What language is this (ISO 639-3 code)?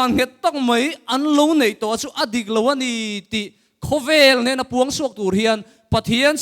lus